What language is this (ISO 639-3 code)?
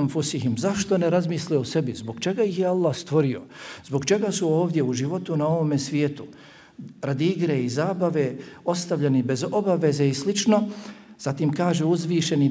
bos